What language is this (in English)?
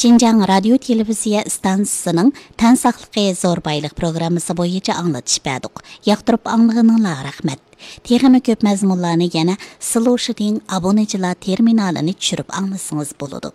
Uyghur